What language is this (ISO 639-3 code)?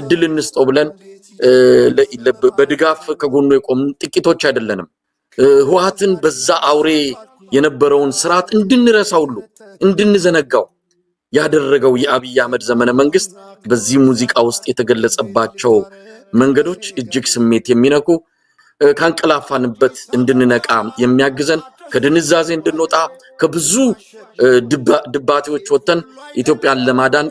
amh